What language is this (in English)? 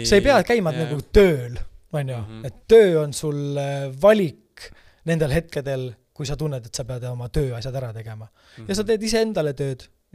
Estonian